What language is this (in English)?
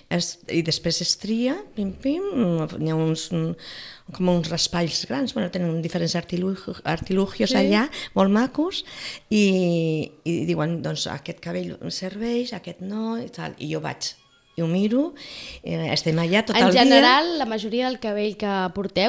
Catalan